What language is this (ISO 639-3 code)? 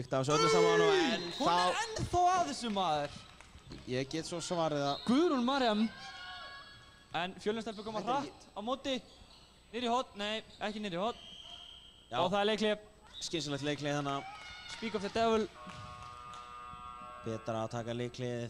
isl